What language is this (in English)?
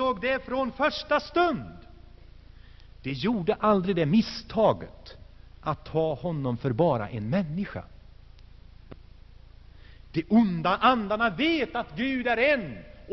Swedish